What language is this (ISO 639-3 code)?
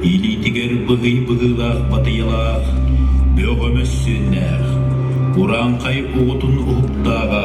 sah